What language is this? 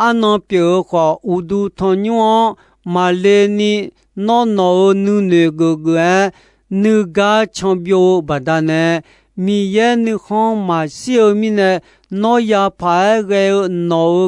Akha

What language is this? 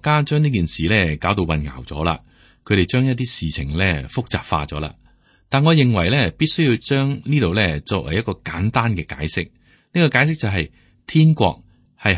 Cantonese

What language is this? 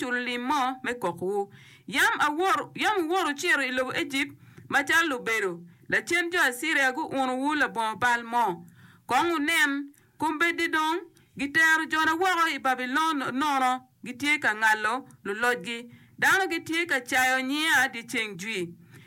Acoli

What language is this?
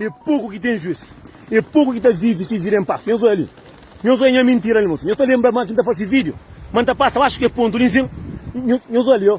Kabuverdianu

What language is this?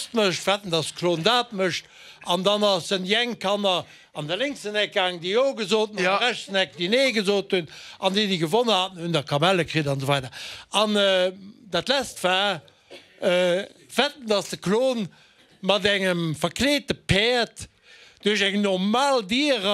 Luxembourgish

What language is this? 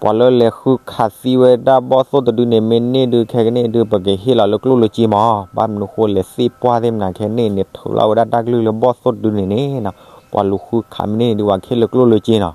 S'gaw Karen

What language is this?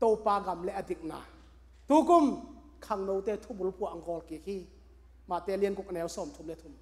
Tedim Chin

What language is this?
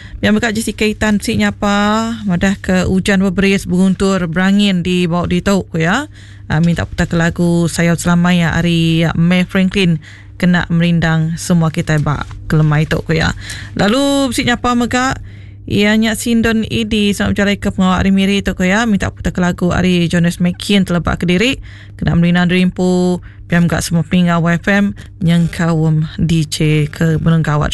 Iban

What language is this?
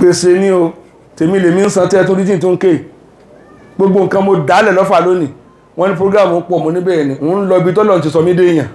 Yoruba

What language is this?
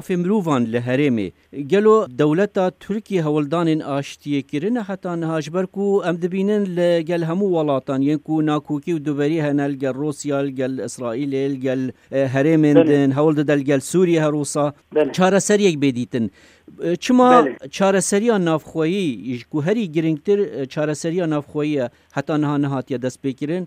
Kurdish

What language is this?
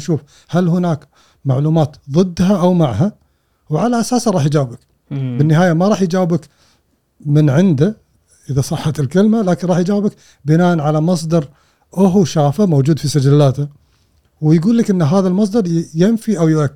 Gulf Arabic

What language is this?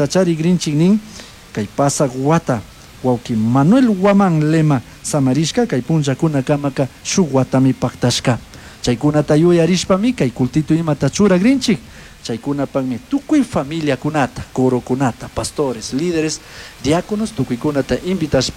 Chimborazo Highland Quichua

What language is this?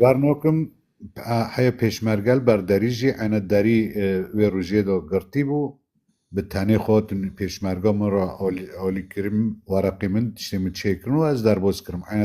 Kurdish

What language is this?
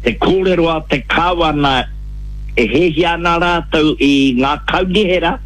Māori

